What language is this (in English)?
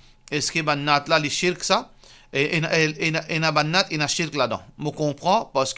Morisyen